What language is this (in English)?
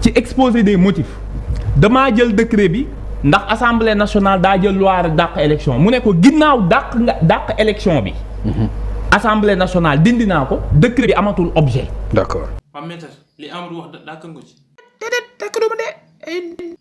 Wolof